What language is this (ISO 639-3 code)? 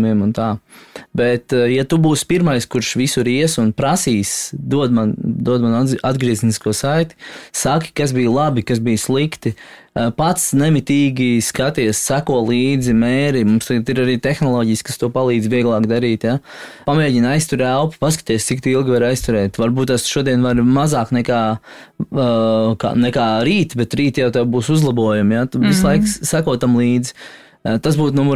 lav